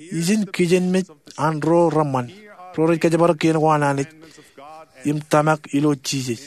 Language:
Marshallese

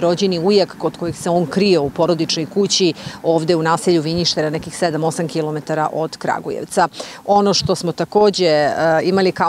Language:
Serbian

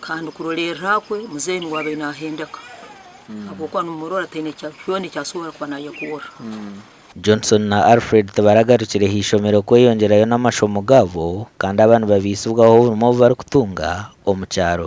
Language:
Nyankole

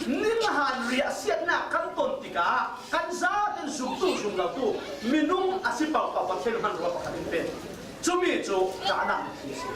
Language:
Falam Chin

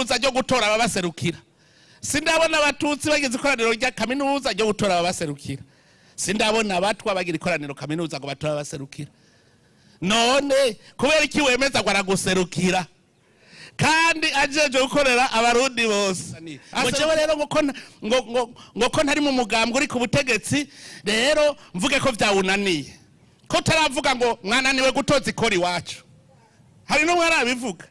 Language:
Rundi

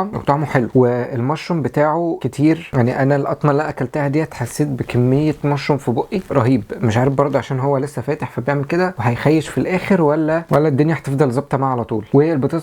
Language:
Egyptian Arabic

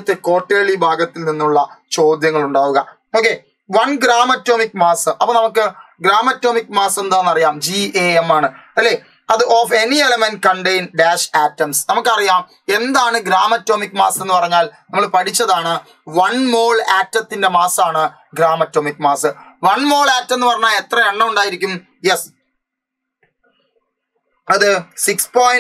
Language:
Malayalam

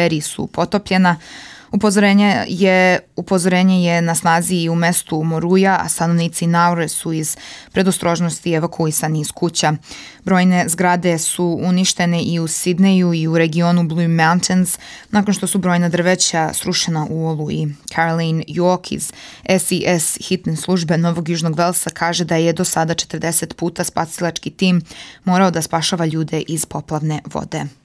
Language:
Serbian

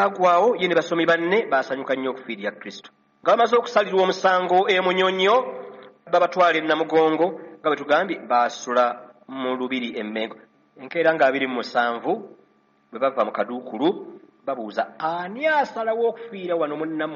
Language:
Ganda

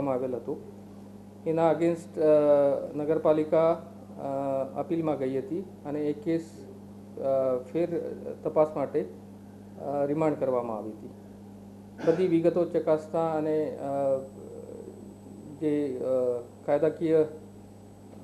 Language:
Gujarati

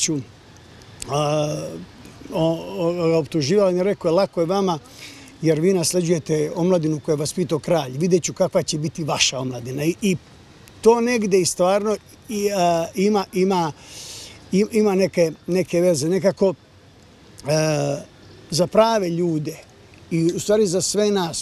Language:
Serbian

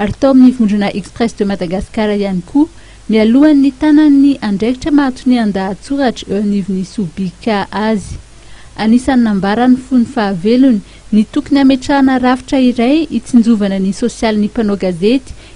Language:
Malagasy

